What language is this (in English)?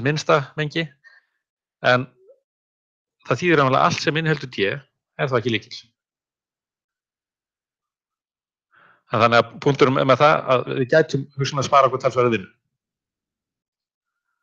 Icelandic